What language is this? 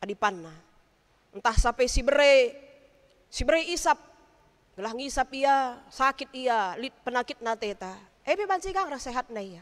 Batak Karo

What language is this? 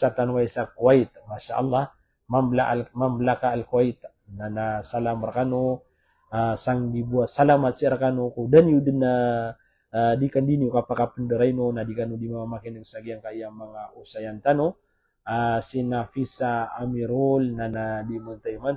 Maranao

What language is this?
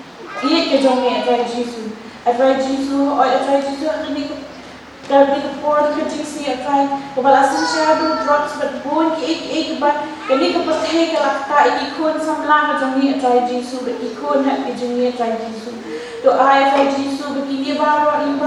Khasi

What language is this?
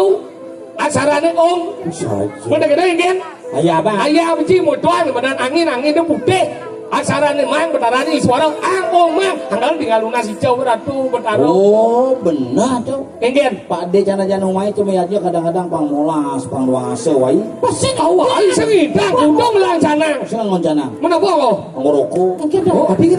Balinese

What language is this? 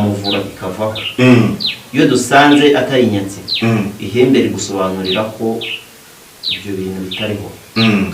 Kinyarwanda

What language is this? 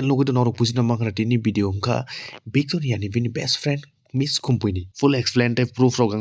Kok Borok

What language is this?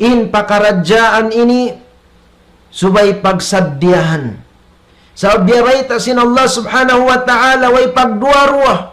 Tausug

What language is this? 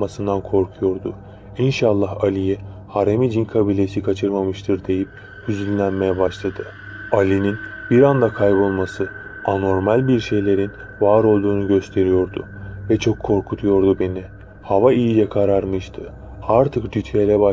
Turkish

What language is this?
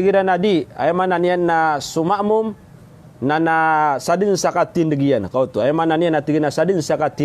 Maranao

